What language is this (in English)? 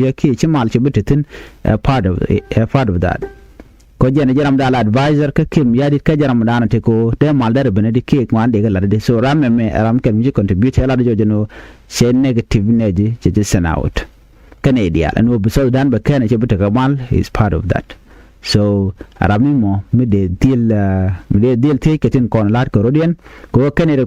Nuer